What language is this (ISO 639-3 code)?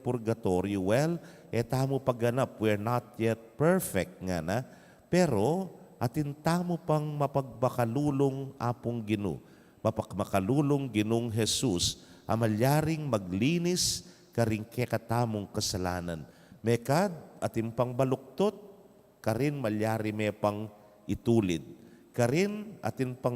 pam